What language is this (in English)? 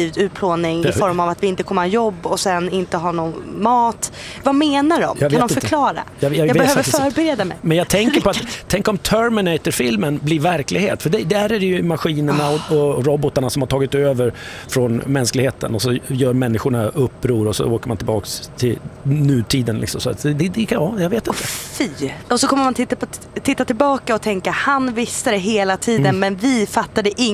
Swedish